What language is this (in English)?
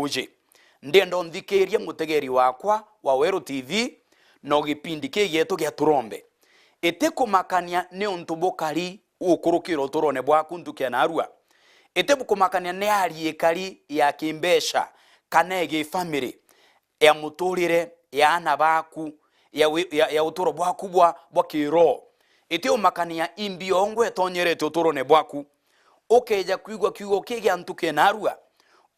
Meru